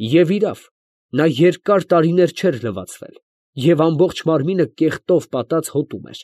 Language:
Armenian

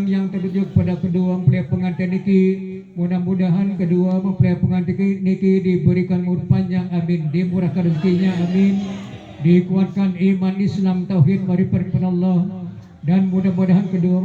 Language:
Sasak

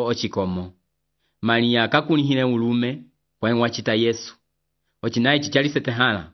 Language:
Umbundu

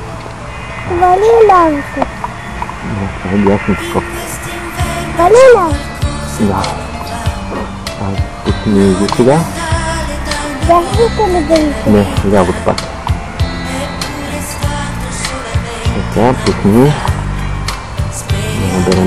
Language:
Bulgarian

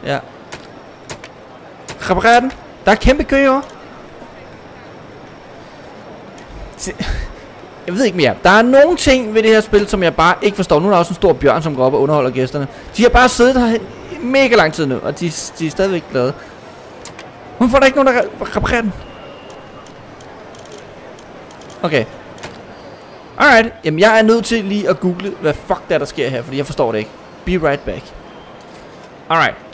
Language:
Danish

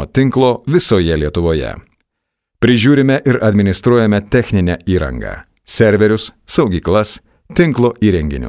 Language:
Lithuanian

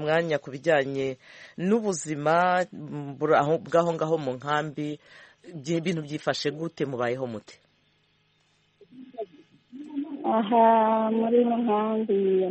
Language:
Kinyarwanda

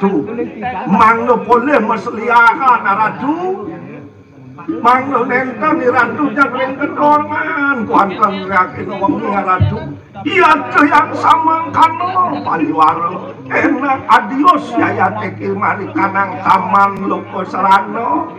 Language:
Balinese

